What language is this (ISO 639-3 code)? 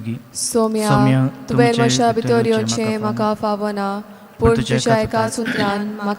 kok